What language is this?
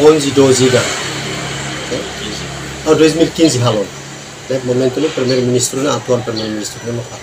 Tetum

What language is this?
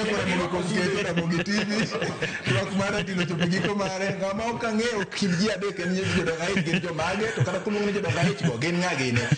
Luo (Kenya and Tanzania)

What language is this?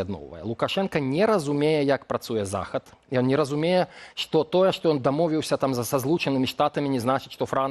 Belarusian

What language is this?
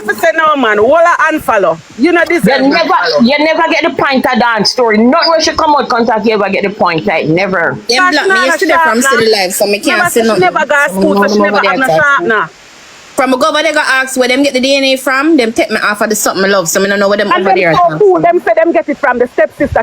Jamaican Creole English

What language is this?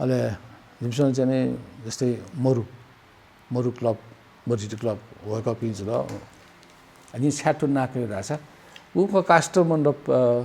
Newari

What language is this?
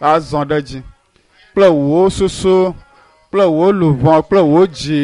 Ewe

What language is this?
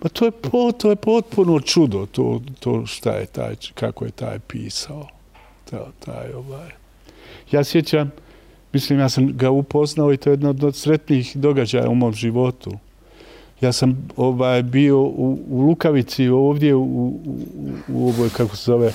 Bosnian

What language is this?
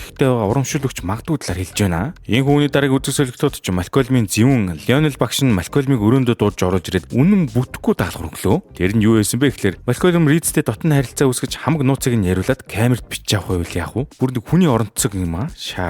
Mongolian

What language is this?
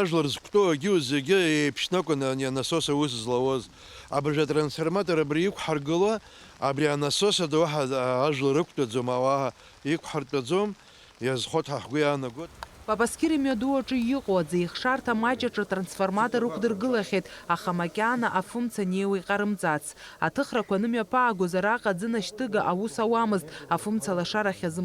Abkhazian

